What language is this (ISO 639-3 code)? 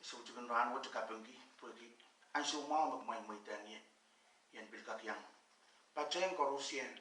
pon